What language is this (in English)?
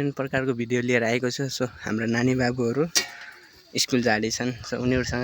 Nepali